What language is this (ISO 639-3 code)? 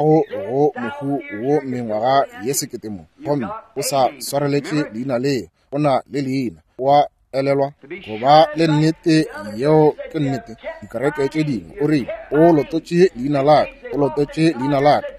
nso